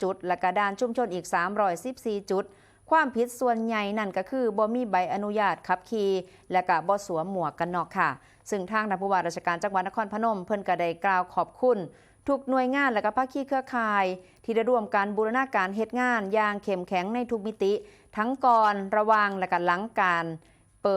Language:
Northeastern Thai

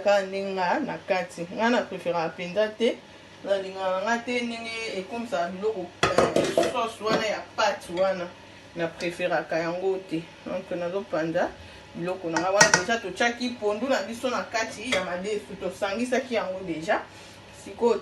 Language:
Lingala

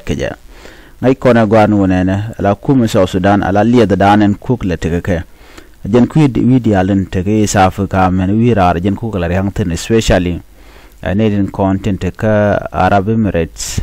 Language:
Nuer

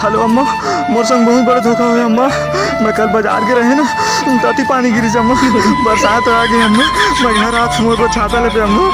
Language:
Chhattisgarhi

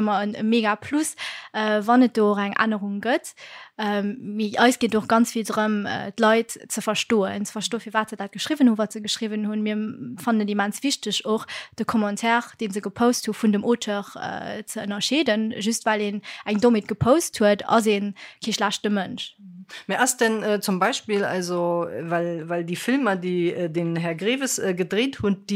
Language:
Luxembourgish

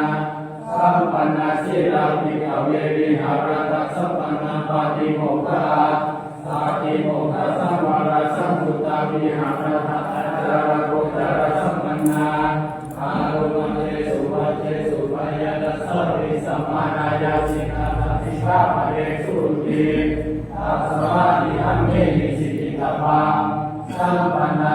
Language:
Pali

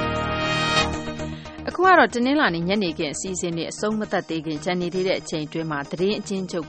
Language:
Burmese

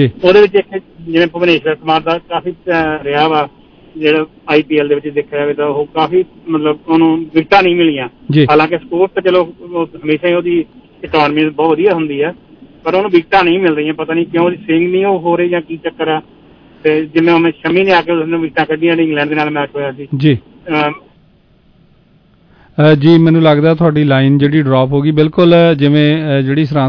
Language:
Punjabi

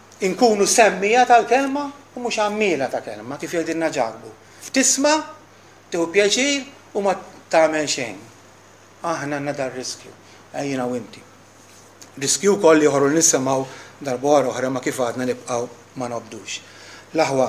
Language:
Maltese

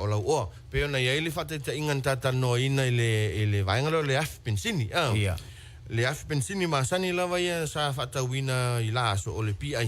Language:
Samoan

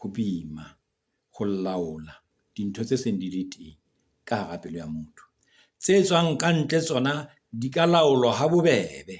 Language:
Southern Sotho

